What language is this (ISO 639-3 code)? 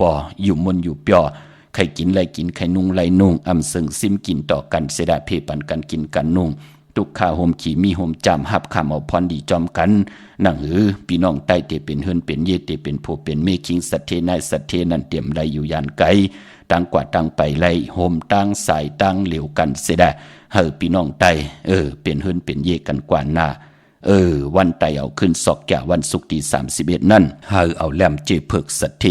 shn